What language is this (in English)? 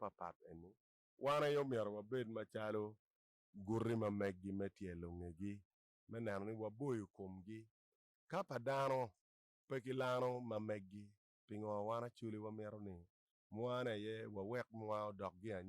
Acoli